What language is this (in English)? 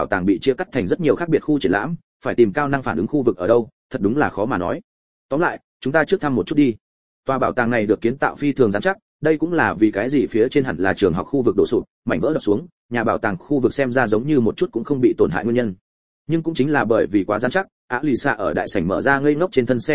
Vietnamese